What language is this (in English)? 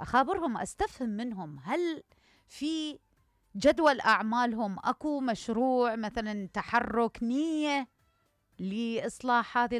Mesopotamian Arabic